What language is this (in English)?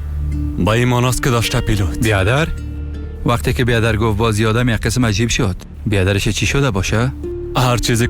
Persian